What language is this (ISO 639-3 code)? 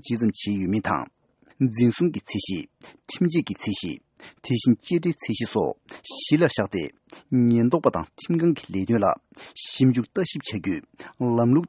bod